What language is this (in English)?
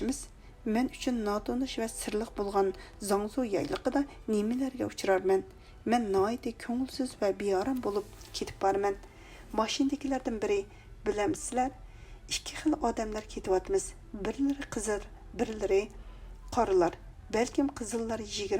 Uyghur